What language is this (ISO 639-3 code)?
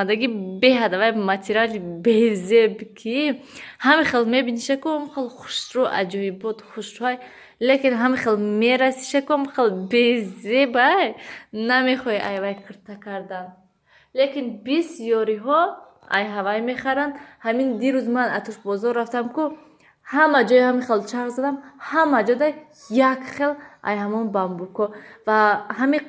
tgk